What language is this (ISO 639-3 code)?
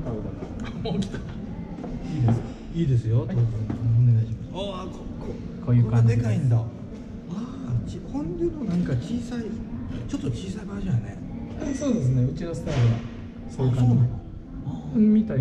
jpn